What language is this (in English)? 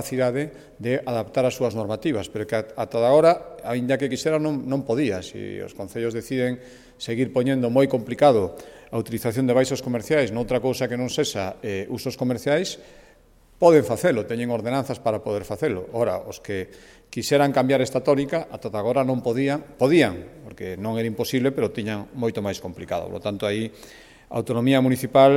Galician